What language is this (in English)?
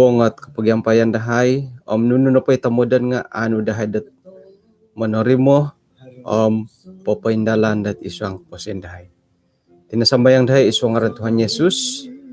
Central Dusun